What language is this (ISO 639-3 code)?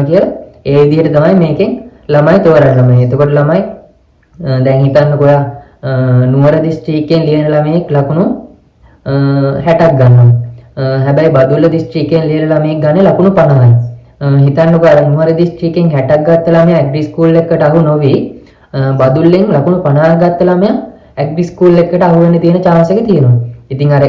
sin